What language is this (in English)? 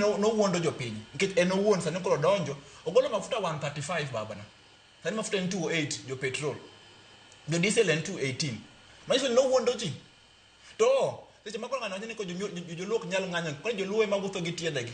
Luo (Kenya and Tanzania)